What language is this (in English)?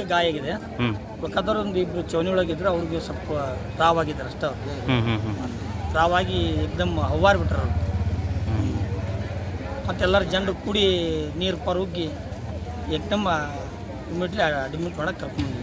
Kannada